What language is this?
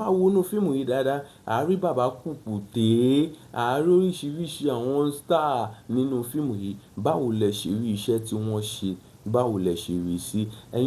Yoruba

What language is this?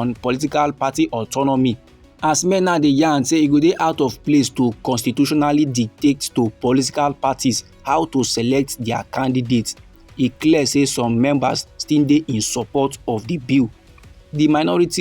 Nigerian Pidgin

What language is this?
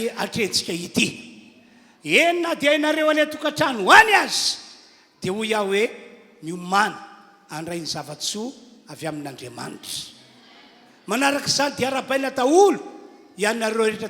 Malagasy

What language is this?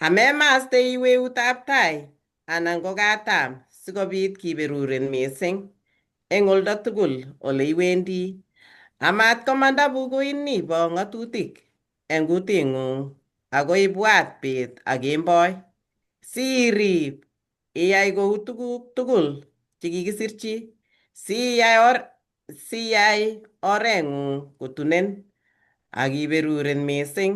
Kalenjin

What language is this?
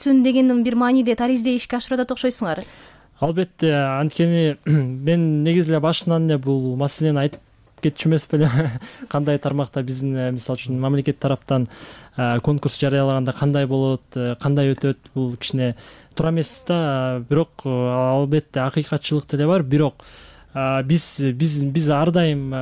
Kyrgyz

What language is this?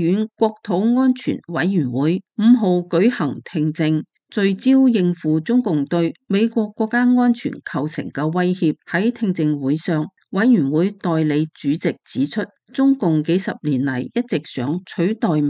Cantonese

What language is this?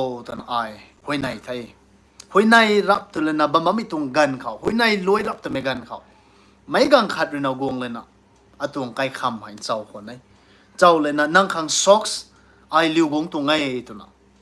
Rongmei Naga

